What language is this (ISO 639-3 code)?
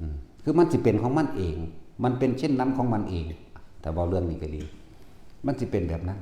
tts